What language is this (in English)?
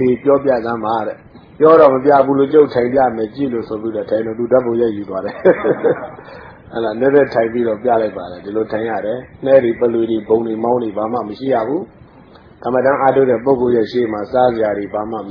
Burmese